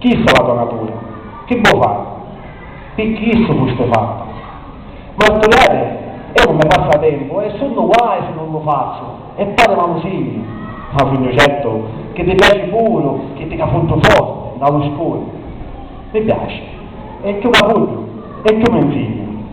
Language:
Sicilian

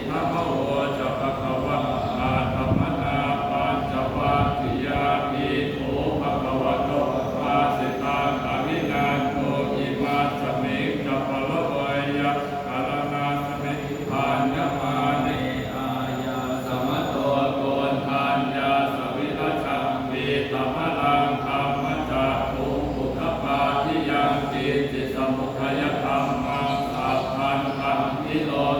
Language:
Pali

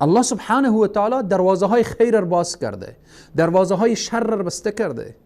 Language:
Persian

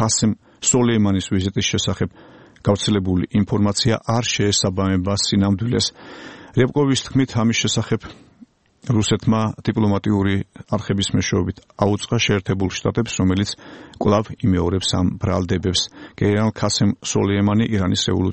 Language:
Georgian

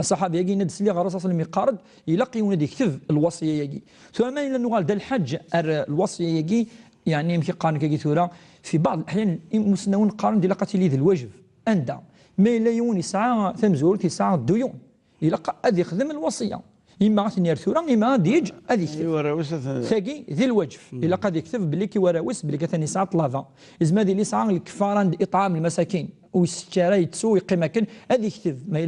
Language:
Kabyle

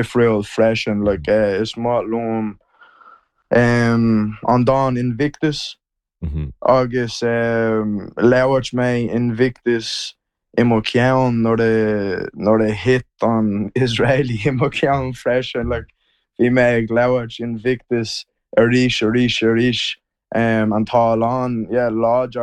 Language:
Irish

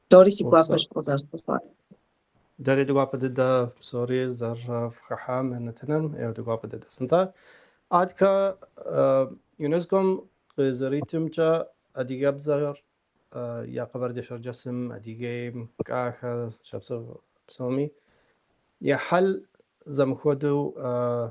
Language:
Kabardian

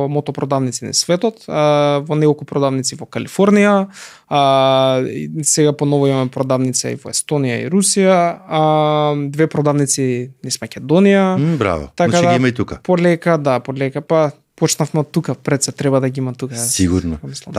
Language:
Macedonian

